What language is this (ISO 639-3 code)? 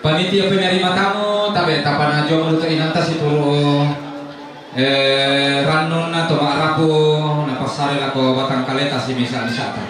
sda